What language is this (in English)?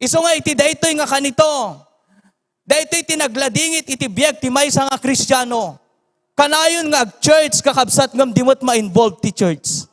Iloko